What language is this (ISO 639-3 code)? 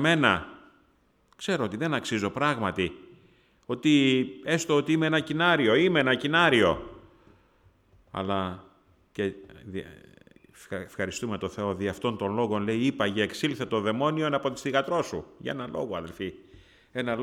ell